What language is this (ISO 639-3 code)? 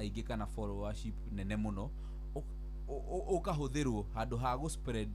kik